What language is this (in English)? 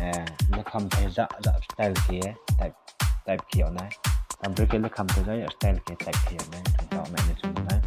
Riang (India)